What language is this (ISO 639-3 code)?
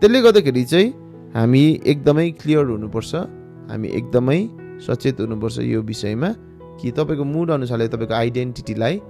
nep